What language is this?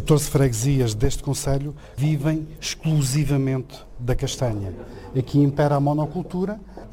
Portuguese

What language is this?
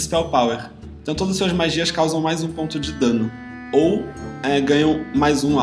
Portuguese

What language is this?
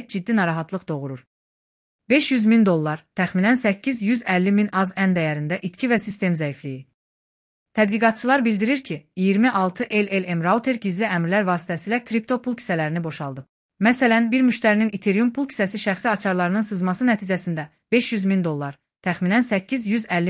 Azerbaijani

